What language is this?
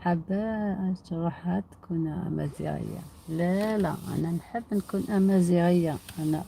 Algerian Arabic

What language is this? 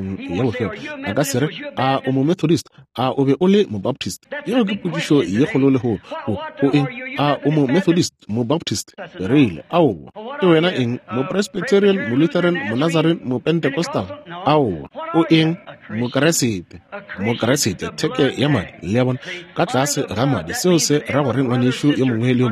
Northern Sotho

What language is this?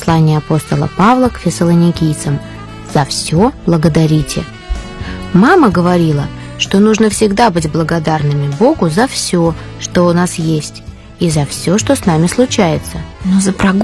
Russian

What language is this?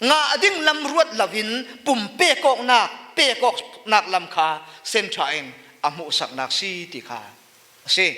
Falam Chin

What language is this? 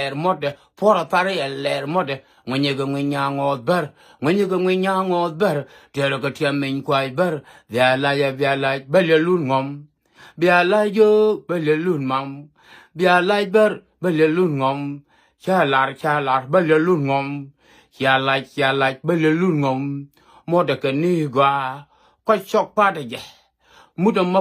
Nuer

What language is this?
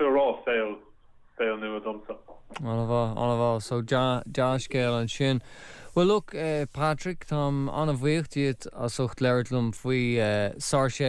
Irish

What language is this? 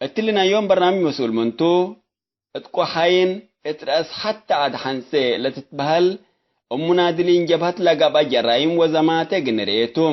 Tigre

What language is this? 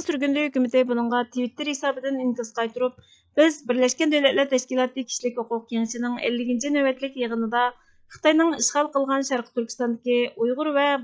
Uyghur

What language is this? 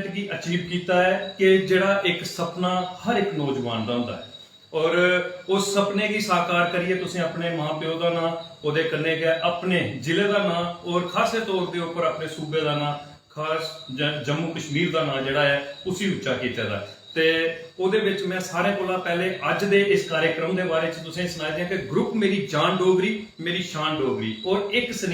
Dogri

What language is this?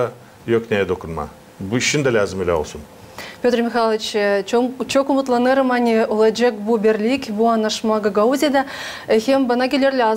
Gagauz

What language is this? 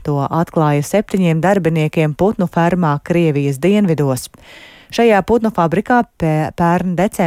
Latvian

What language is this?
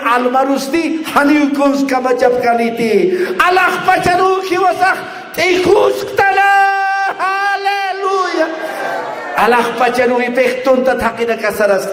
Aymara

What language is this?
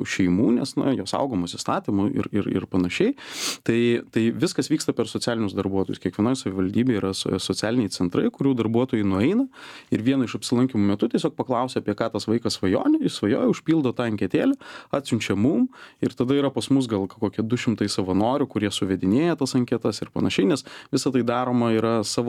Lithuanian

